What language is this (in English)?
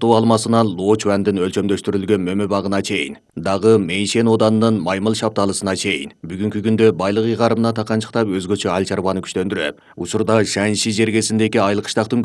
Kyrgyz